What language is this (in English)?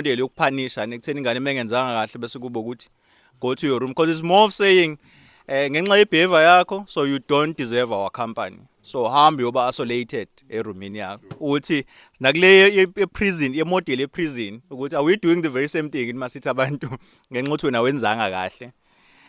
Zulu